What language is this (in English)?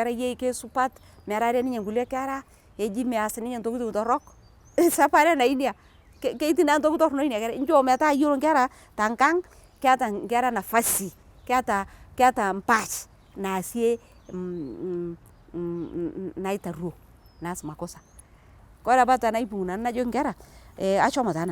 Masai